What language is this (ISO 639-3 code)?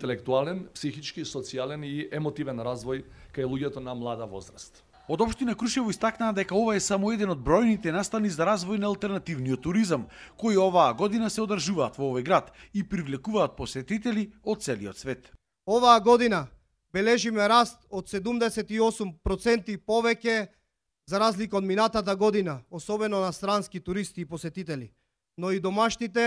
mkd